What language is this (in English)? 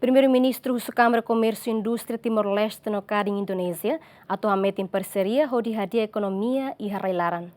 Tetum